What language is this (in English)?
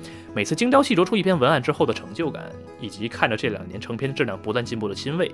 Chinese